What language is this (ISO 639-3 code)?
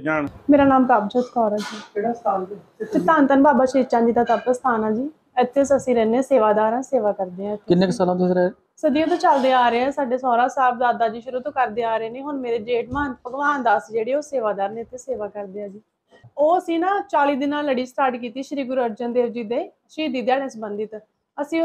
pan